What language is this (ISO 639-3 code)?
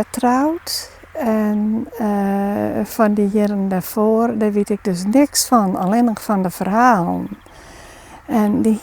fry